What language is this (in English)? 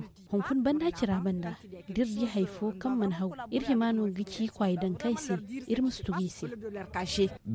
Zarma